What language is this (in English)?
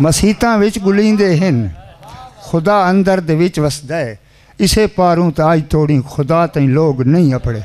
Saraiki